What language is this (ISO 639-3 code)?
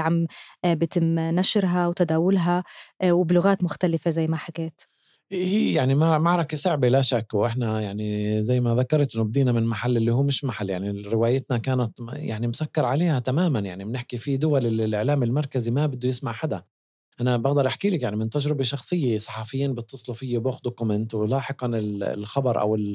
apc